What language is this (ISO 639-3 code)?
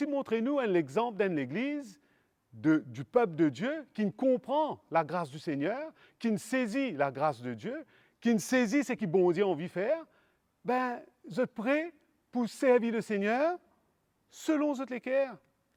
mfe